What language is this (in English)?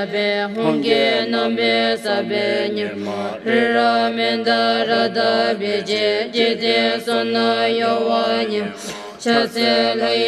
Classical Tibetan